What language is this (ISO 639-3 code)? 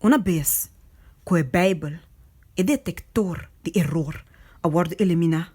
pap